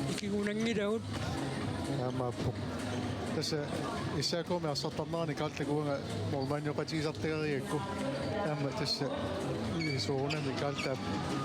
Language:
Kalaallisut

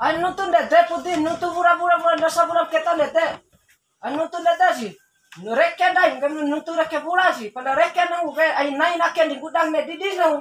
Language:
Bima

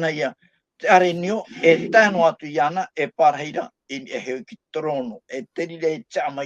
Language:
Tahitian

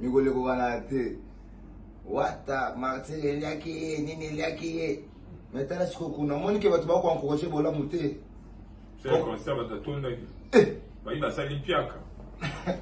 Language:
Lingala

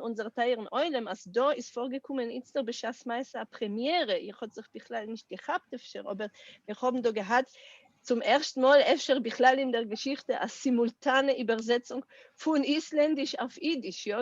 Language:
Yiddish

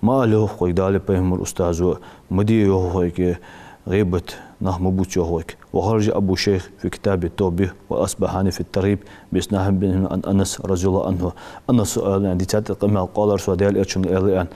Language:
Ingush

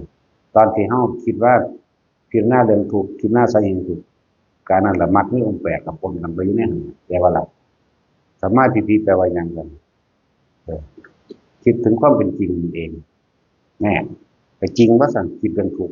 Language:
Northeastern Thai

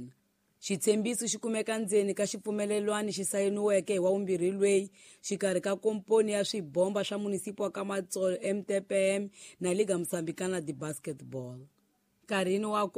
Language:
Tsonga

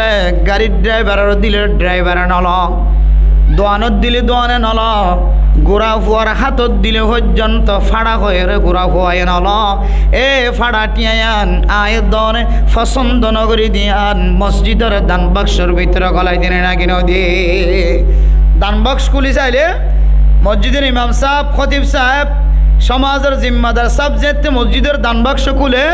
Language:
Rohingya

